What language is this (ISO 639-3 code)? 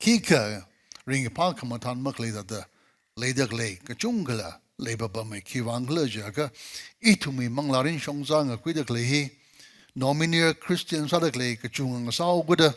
nmf